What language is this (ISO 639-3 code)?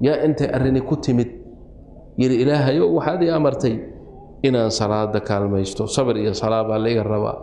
som